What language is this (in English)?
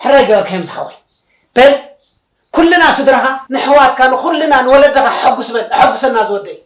Tigrinya